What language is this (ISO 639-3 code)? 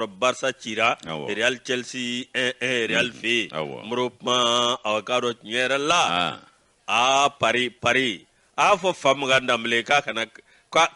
bam